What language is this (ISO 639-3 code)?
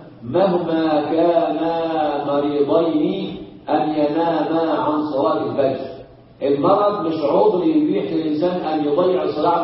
ara